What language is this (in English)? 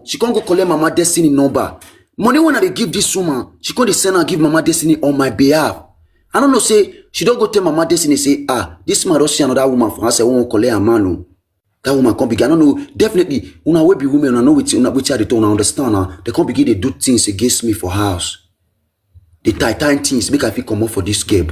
Nigerian Pidgin